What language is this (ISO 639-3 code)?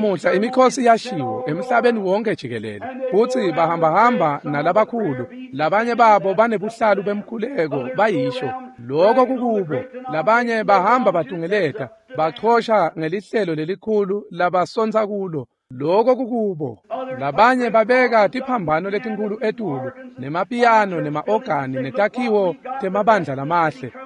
ssw